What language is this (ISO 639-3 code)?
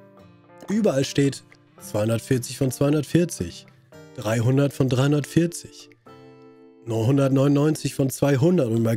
deu